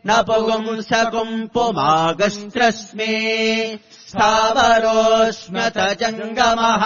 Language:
Sanskrit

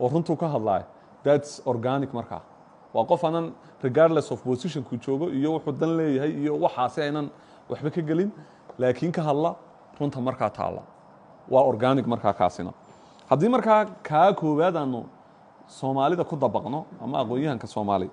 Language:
Somali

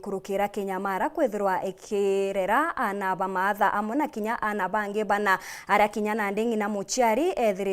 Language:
Meru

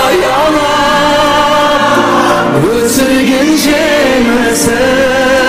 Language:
Kara-Kalpak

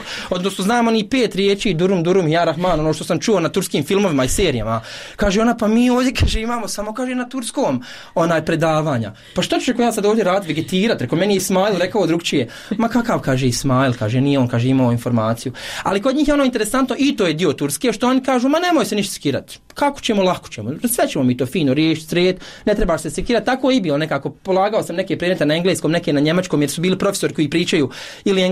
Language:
Bosnian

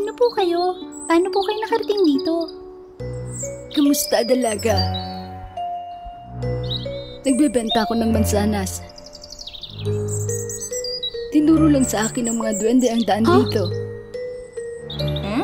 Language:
Filipino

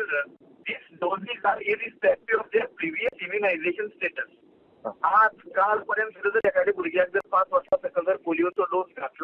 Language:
Konkani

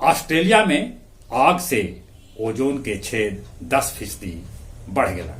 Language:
Magahi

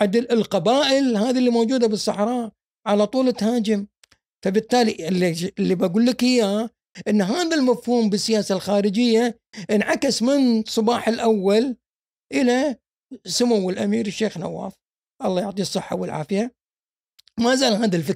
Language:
Gulf Arabic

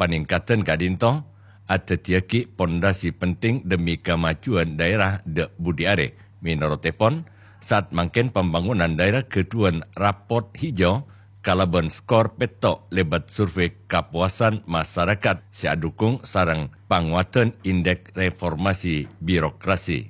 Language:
Madurese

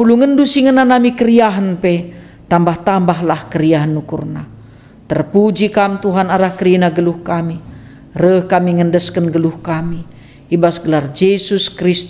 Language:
Batak Karo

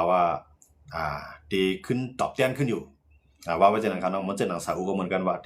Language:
Shan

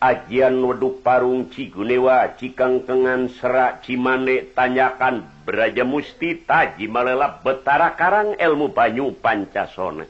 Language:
Sundanese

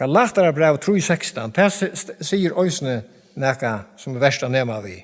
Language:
Faroese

